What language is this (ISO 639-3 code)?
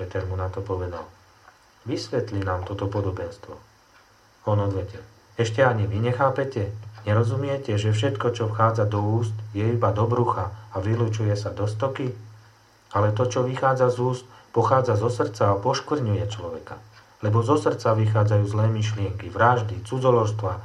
slk